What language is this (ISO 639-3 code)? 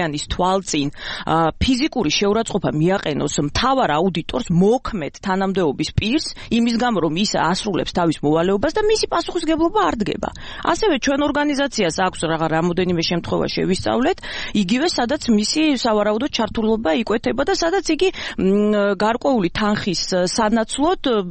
kat